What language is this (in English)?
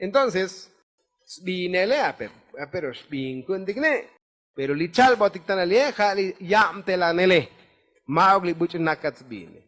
Tzotzil